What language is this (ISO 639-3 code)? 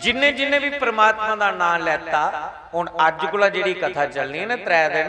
doi